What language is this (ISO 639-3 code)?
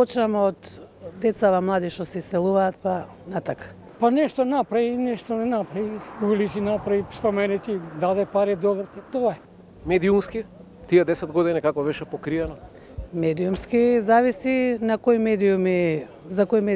mkd